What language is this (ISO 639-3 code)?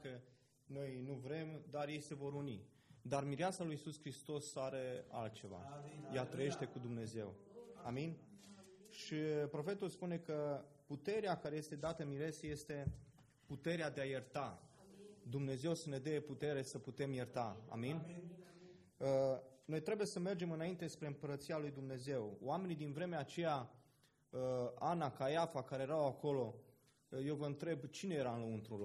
ron